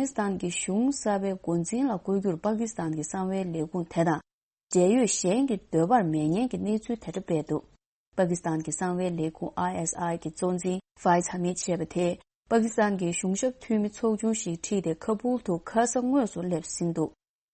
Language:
Tibetan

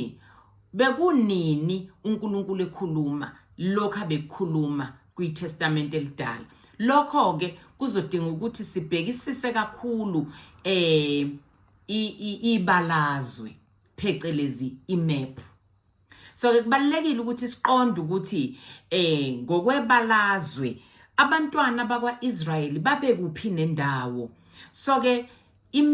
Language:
Zulu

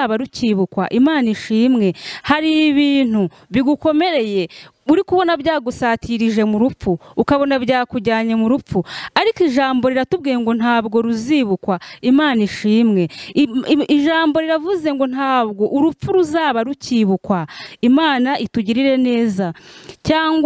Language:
Kinyarwanda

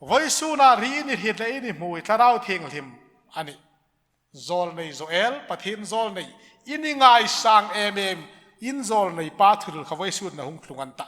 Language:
Hmar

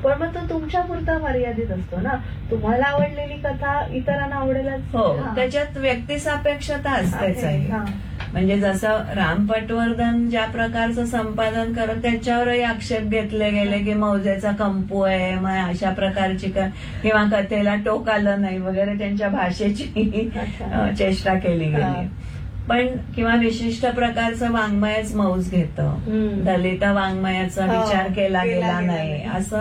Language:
Marathi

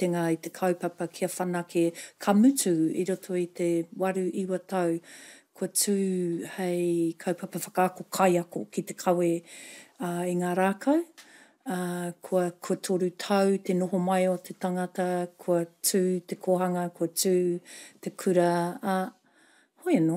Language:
Māori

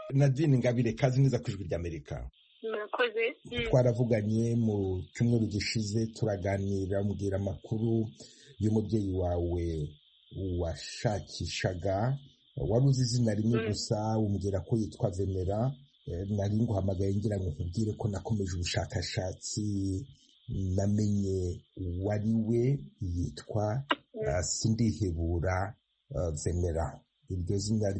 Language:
Kinyarwanda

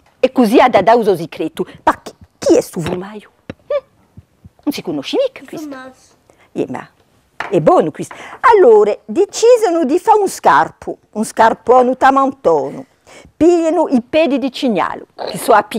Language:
Corsican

